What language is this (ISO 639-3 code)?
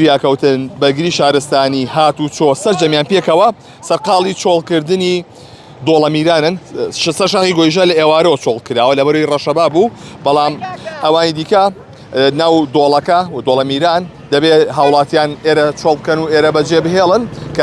ckb